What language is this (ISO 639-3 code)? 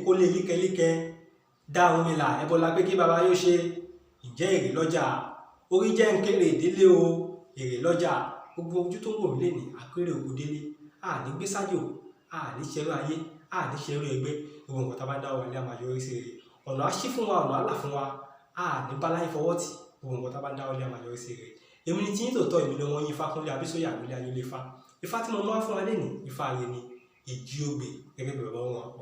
yor